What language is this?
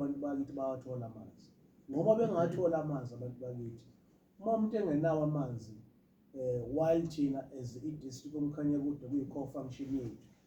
Zulu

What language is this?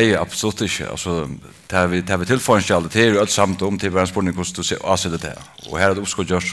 Faroese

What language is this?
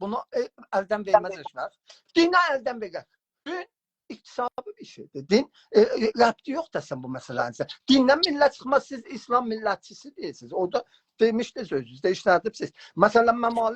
South Azerbaijani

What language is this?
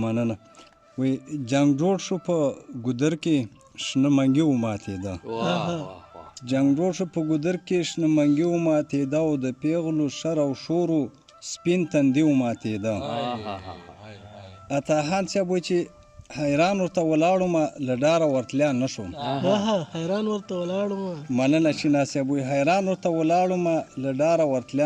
Pashto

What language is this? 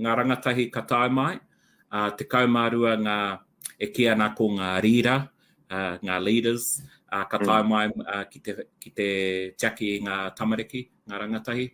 Māori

